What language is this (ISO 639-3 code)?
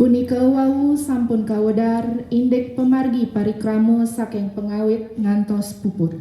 ban